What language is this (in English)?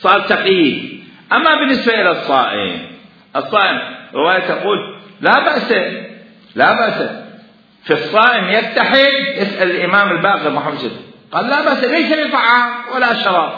Mesopotamian Arabic